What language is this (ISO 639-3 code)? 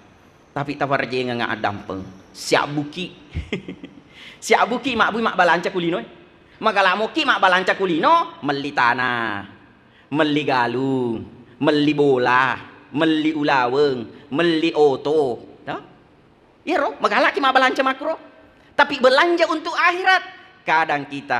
bug